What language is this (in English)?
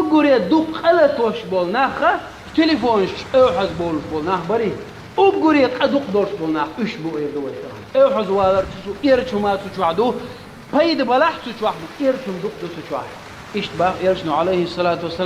Chechen